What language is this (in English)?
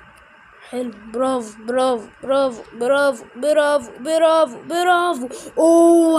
Egyptian Arabic